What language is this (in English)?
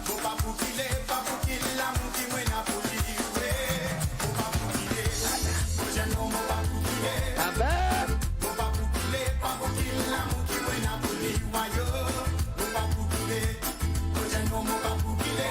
Morisyen